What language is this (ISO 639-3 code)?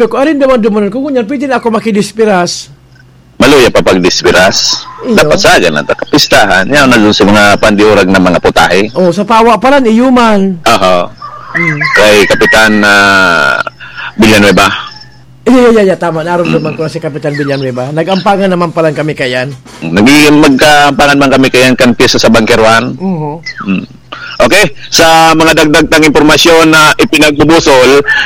bik